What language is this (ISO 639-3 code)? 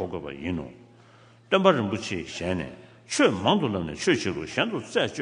bod